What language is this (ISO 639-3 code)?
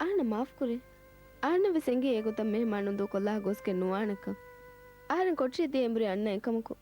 div